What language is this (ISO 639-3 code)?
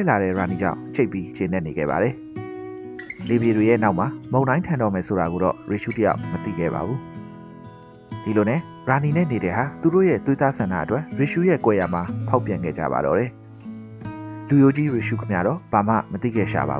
mya